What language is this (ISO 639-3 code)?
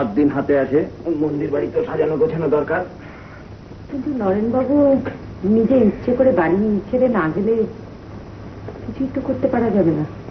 ben